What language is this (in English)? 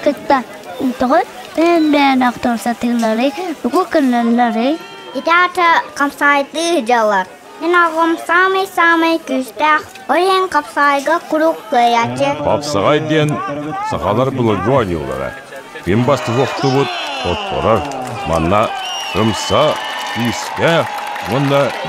Yakut